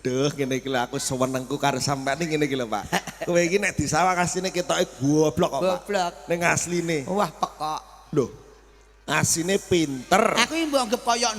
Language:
Javanese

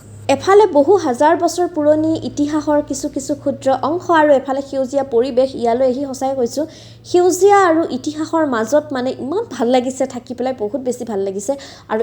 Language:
Assamese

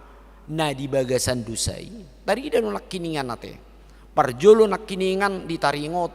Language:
Batak Toba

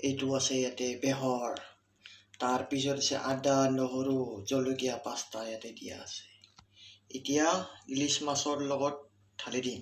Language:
Assamese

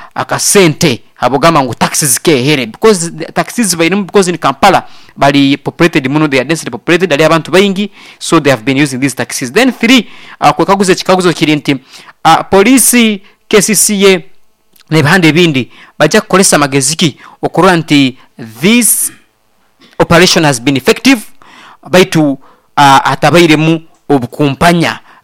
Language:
Nyoro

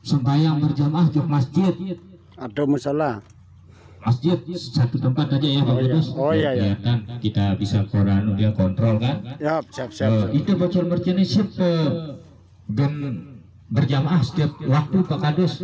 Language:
Sasak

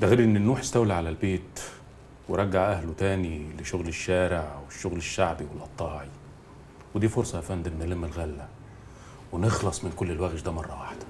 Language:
Egyptian Arabic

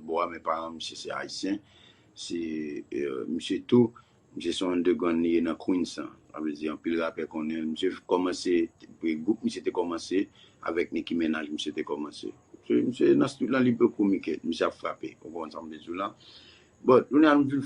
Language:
Haitian Creole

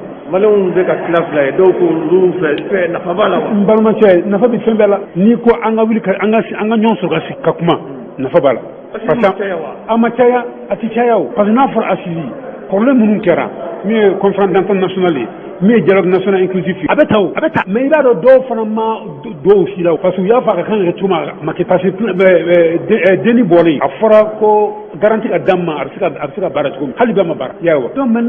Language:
Bambara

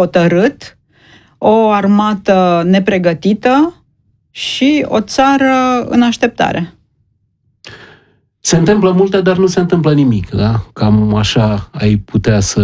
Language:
Romanian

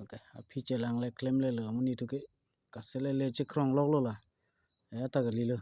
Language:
Karbi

